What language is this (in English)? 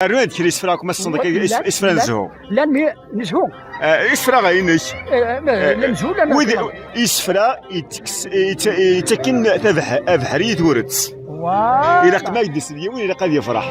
Kabyle